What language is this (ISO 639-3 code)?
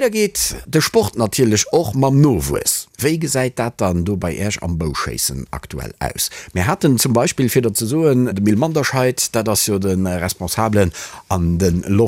ltz